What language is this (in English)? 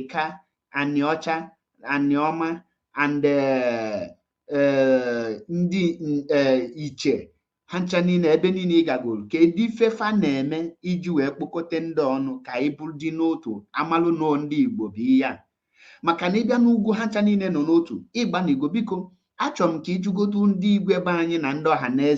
Igbo